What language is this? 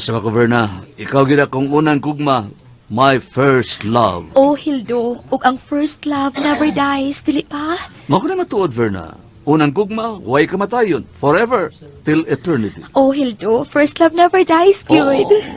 Cebuano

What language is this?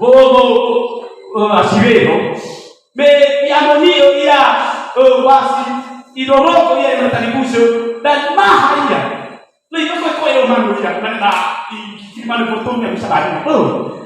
Nias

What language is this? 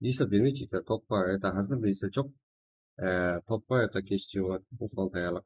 Kara-Kalpak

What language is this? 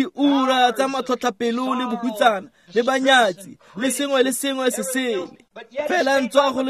Tswana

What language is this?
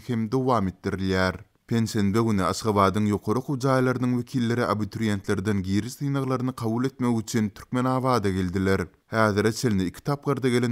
Turkmen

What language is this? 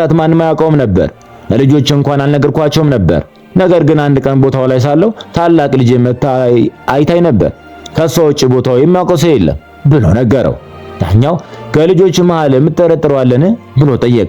Amharic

